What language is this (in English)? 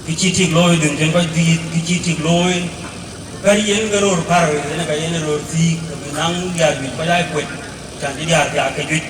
Dinka